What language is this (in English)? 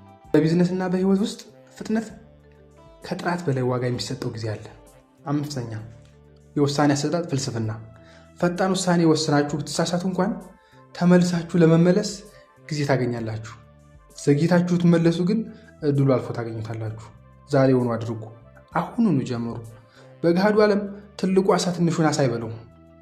Amharic